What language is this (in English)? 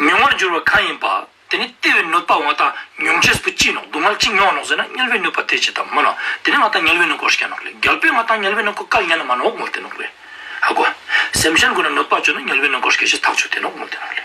Ladakhi